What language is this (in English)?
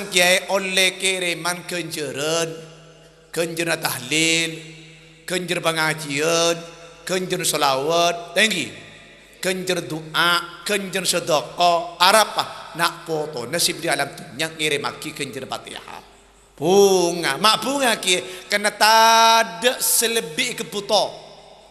Madurese